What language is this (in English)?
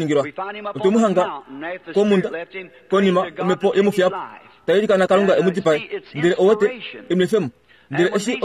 Kuanyama